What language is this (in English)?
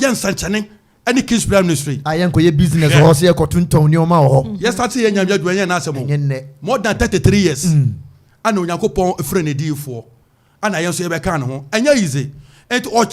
Akan